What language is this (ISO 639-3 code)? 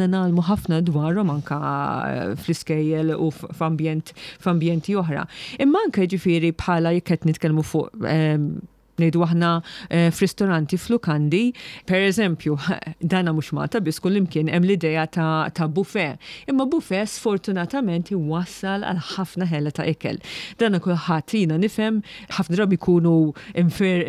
mlt